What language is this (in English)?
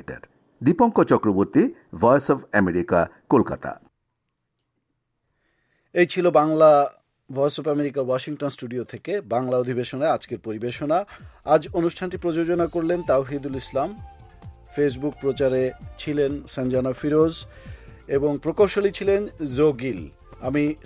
Bangla